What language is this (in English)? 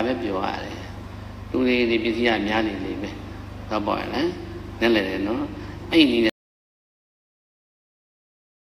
Burmese